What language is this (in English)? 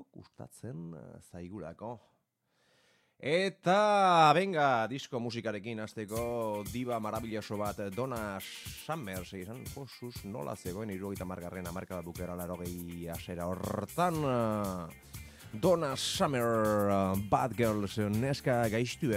Basque